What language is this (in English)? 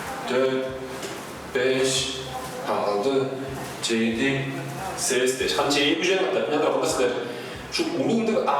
Tuvinian